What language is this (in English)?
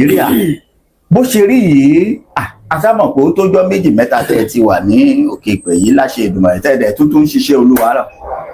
Yoruba